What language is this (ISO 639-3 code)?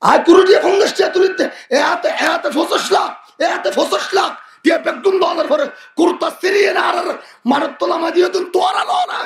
rhg